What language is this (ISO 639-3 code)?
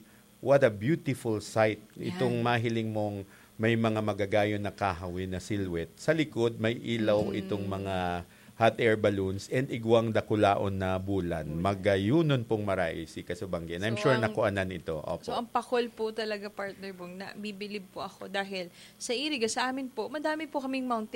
bik